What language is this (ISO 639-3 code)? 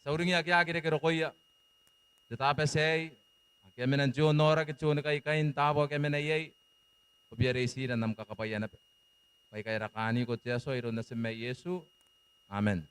gil